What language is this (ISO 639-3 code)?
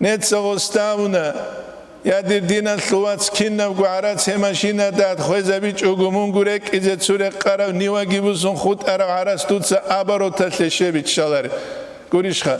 ava